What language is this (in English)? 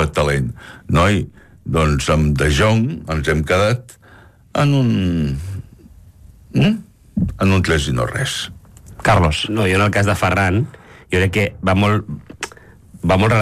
Catalan